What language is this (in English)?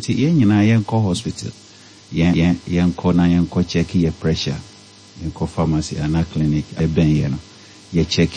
Akan